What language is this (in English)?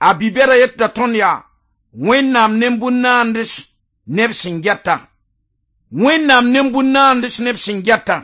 Mossi